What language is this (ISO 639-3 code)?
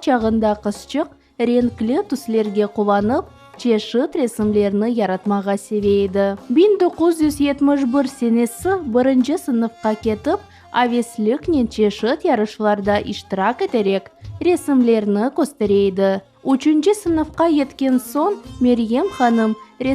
crh